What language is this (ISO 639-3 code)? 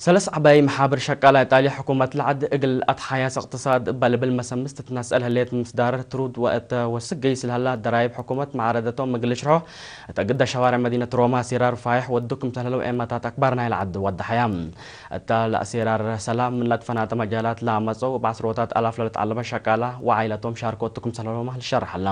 tig